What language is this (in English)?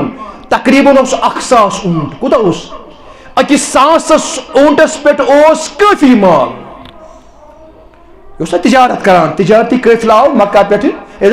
Kashmiri